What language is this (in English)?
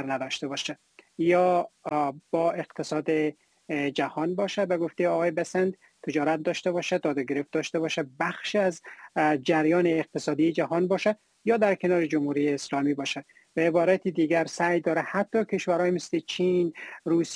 Persian